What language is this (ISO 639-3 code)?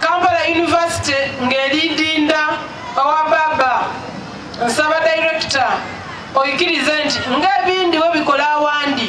xog